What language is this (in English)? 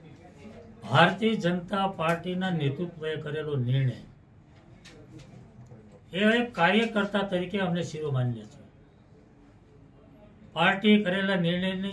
Gujarati